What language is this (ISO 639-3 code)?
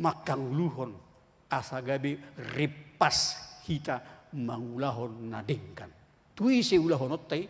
bbc